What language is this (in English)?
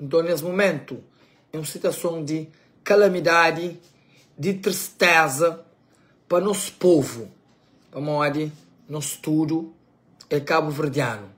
Kabuverdianu